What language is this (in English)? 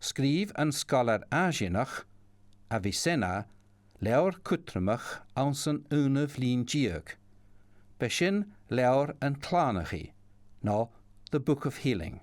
Scottish Gaelic